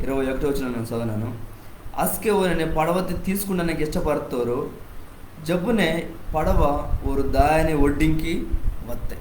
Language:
Koya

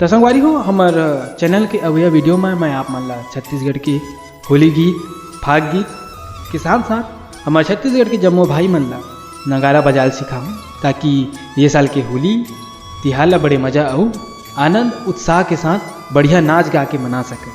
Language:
Chhattisgarhi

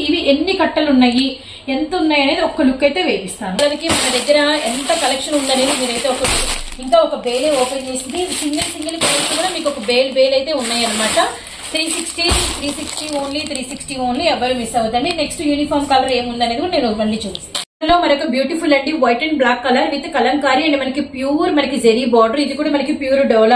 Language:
Telugu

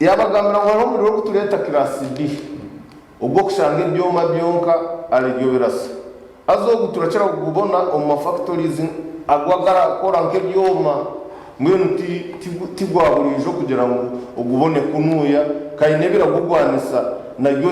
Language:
Nyankole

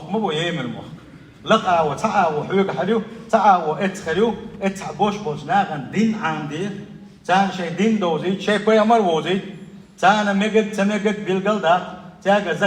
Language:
Chechen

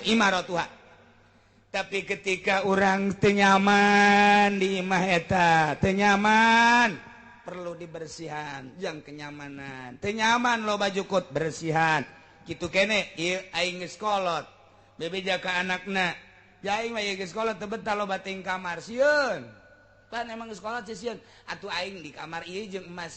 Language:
Sundanese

